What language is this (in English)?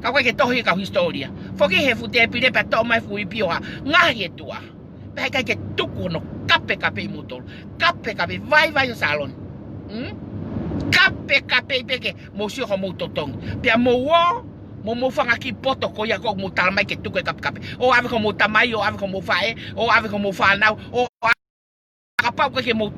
Tongan